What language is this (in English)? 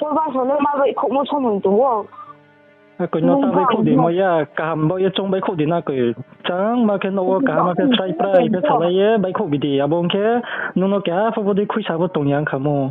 Riang (India)